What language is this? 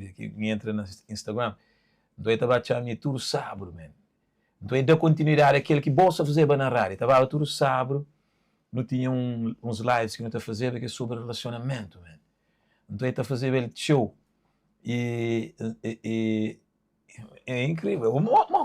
Kabuverdianu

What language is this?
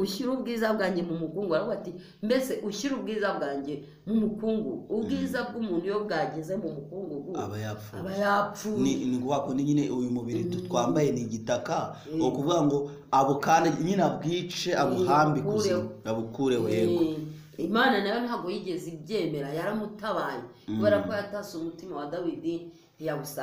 Kinyarwanda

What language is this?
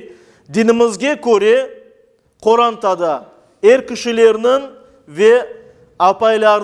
Crimean Tatar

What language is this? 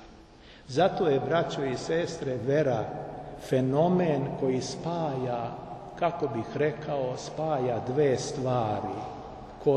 Serbian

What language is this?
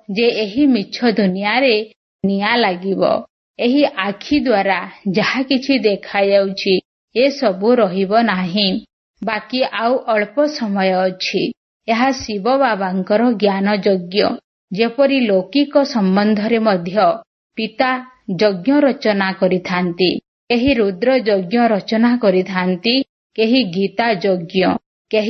Odia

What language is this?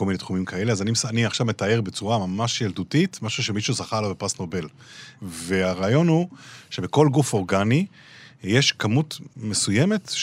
Hebrew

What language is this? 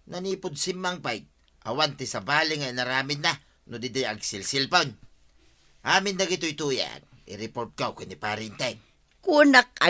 Iloko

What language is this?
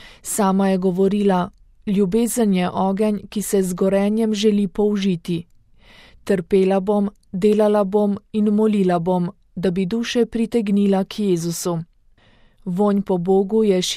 Slovenian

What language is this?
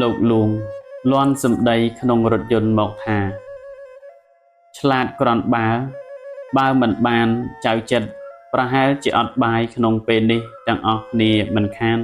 Khmer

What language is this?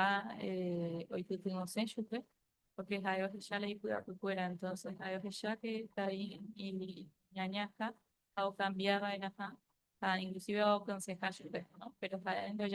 Guarani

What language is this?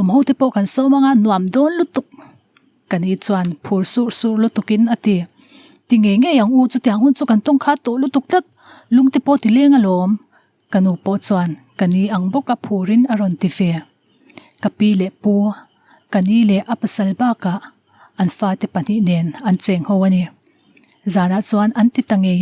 Mizo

